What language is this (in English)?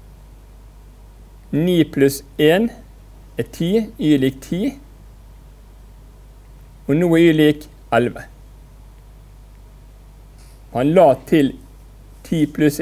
Norwegian